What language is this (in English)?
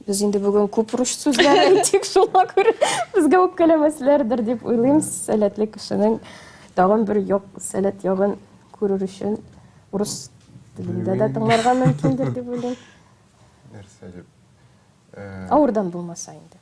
Tatar